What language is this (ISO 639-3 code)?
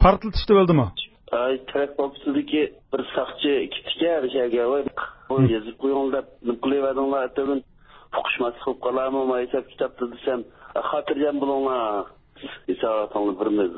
uig